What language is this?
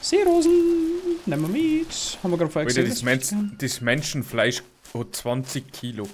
Bavarian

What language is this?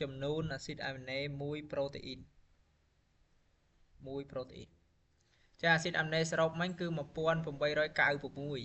Khmer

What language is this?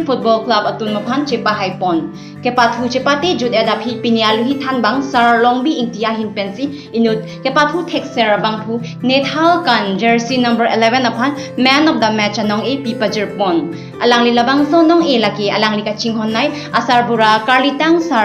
Karbi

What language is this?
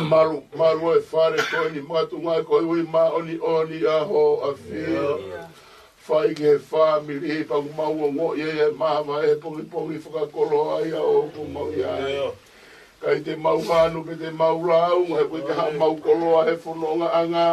Tongan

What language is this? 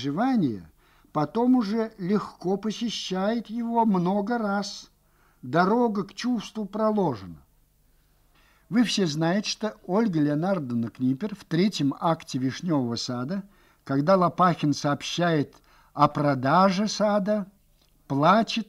Russian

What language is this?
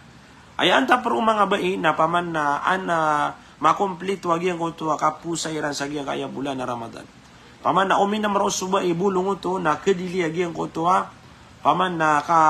Maranao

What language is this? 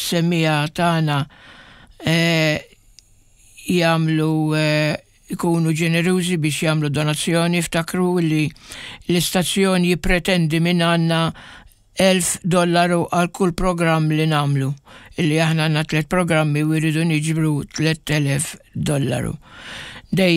Maltese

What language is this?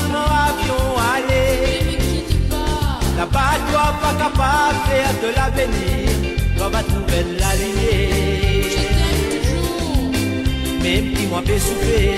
Morisyen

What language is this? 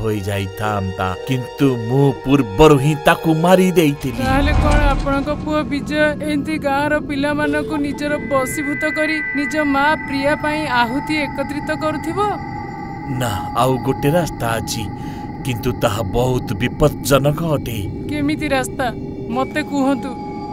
Odia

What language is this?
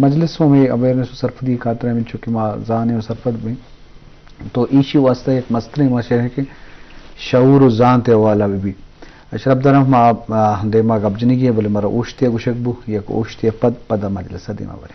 Eastern Balochi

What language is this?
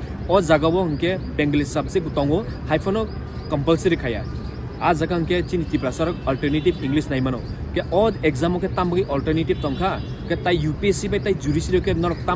Kok Borok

